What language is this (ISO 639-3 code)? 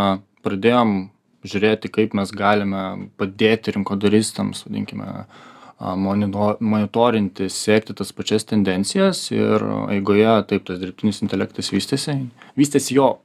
lit